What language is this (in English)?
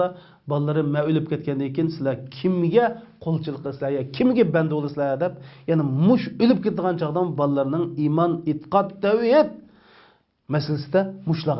Uyghur